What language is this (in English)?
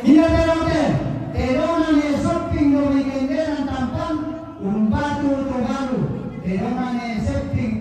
Toraja-Sa'dan